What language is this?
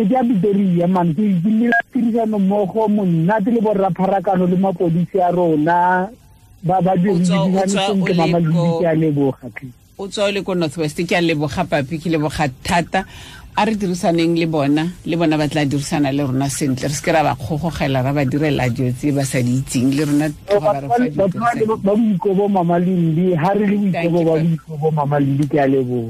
Tswana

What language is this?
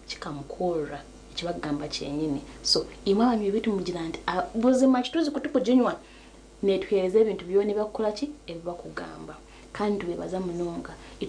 Nyankole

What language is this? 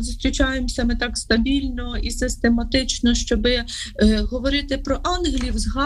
Ukrainian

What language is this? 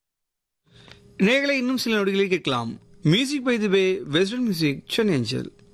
Tamil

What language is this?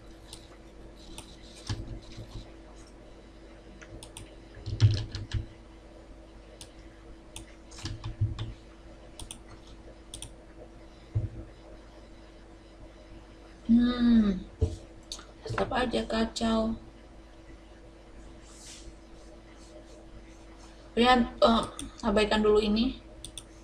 Indonesian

